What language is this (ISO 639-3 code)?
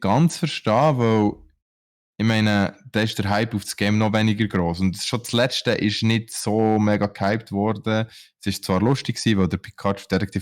gsw